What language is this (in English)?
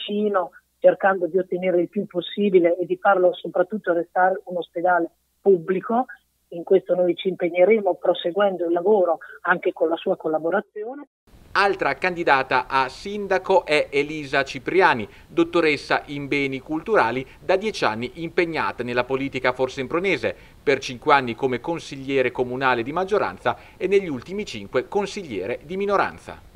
Italian